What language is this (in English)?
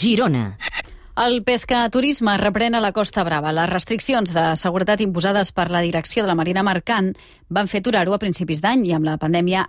Catalan